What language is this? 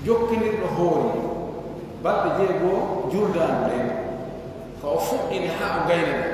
Pular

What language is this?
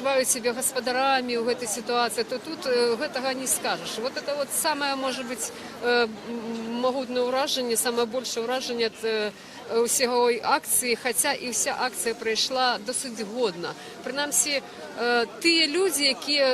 Belarusian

